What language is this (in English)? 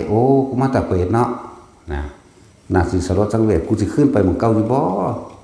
Northeastern Thai